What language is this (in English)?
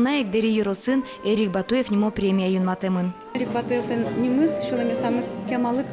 Udmurt